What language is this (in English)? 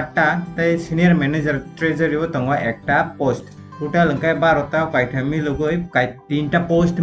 Kok Borok